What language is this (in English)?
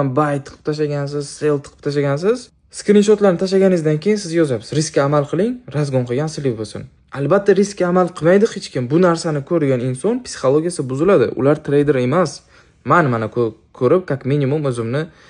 Uzbek